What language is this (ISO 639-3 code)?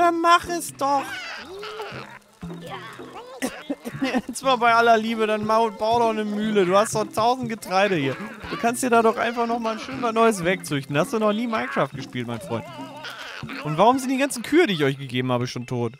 deu